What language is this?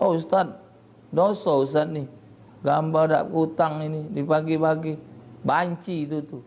Musi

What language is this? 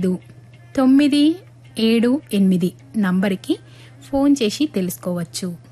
Telugu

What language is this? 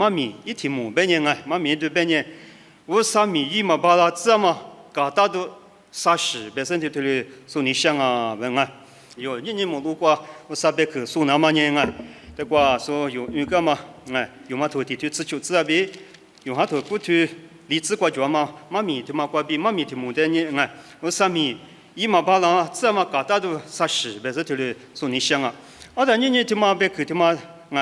Lisu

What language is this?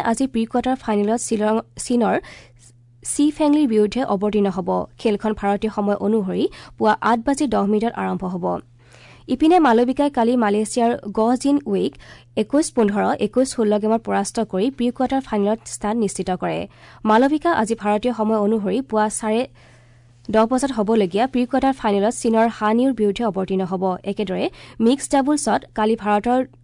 Assamese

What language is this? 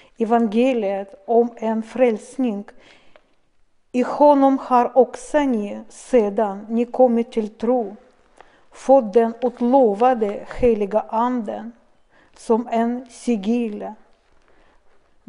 Swedish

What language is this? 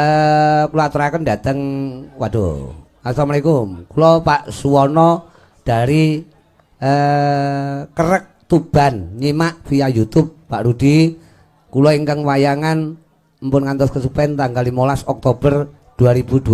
Javanese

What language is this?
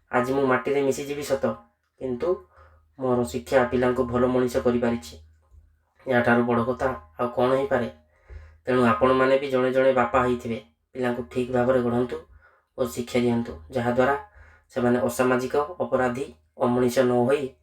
Odia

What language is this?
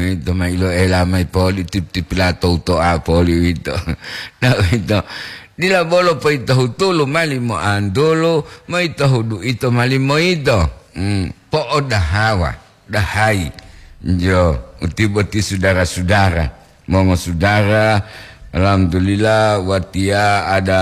Gorontalo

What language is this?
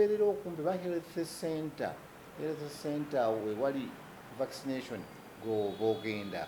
Ganda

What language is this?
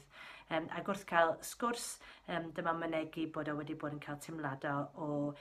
Welsh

